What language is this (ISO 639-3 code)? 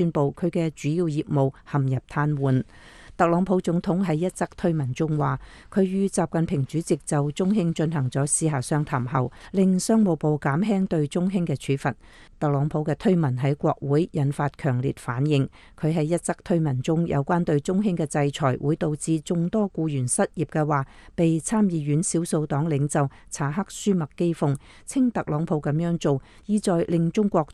yue